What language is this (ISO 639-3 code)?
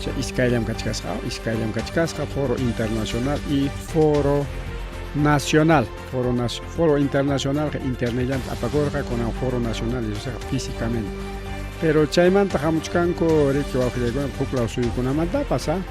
quy